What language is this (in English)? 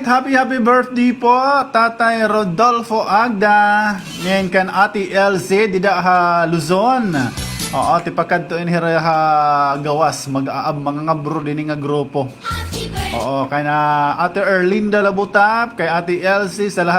Waray